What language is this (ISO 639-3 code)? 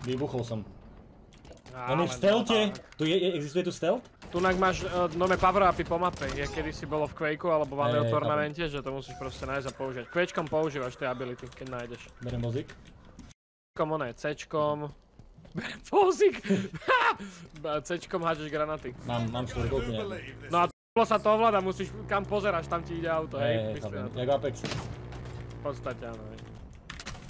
slk